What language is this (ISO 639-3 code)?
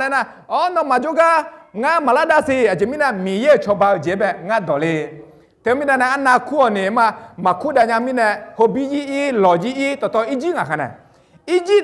ahk